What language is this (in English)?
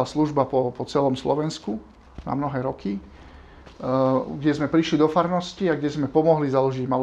Slovak